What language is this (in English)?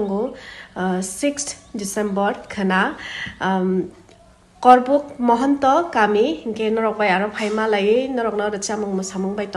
Kok Borok